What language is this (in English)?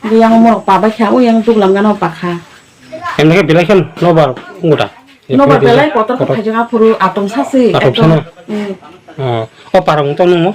Kok Borok